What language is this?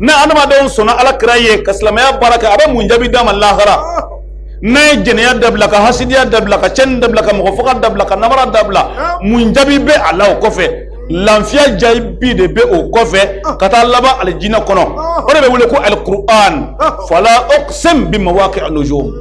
Bambara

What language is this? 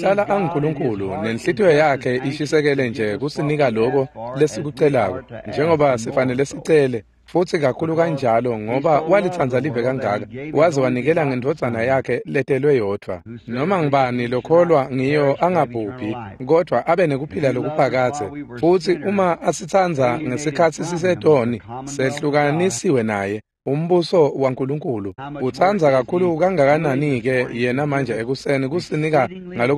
Swati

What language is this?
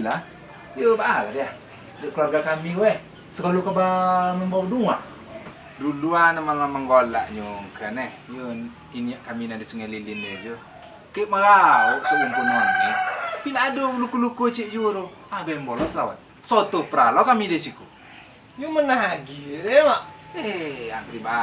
Minangkabau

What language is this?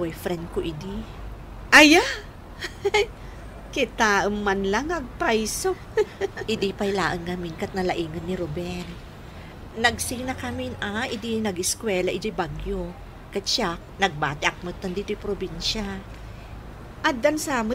Iloko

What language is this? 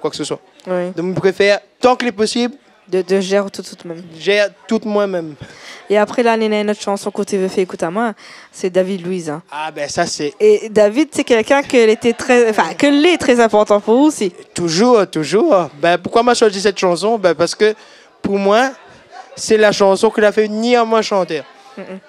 Réunion Creole French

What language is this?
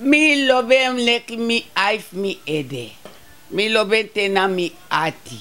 Sranan Tongo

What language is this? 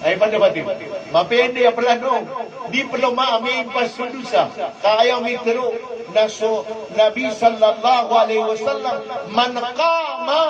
Maranao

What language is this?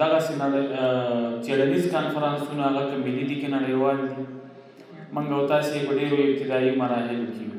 Pashto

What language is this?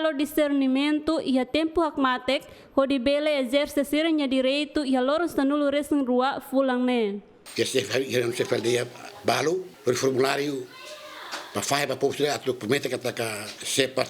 Tetum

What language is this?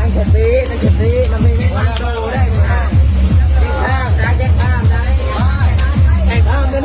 Northeastern Thai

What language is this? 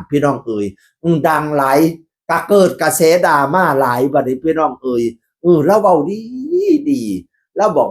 Northeastern Thai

